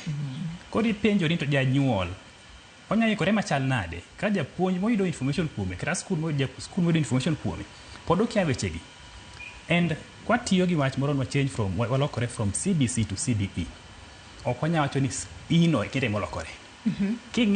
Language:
Luo (Kenya and Tanzania)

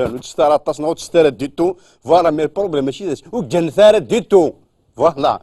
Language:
Kabyle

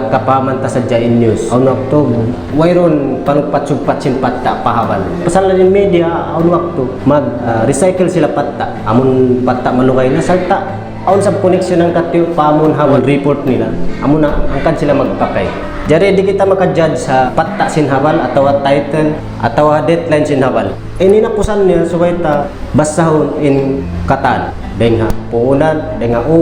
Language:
Tausug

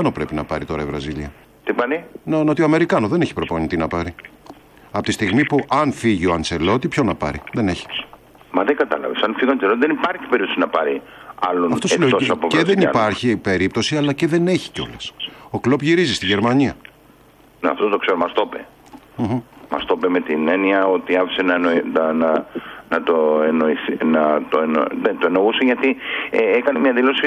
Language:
Greek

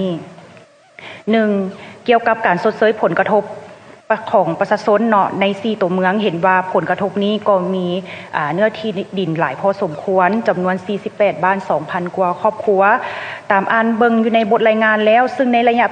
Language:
Lao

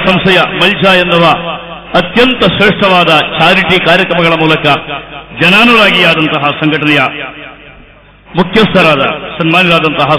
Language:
Kannada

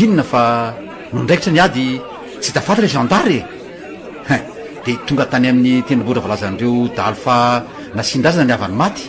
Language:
Malagasy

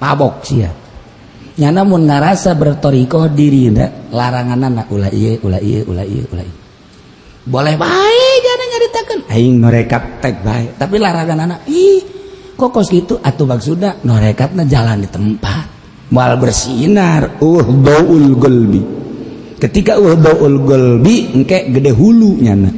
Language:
Sundanese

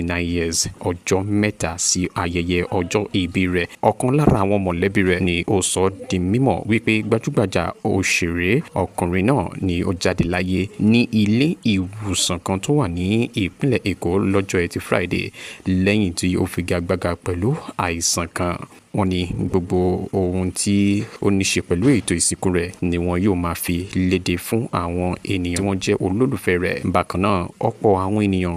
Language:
Yoruba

